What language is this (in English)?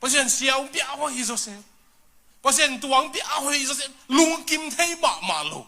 Tedim Chin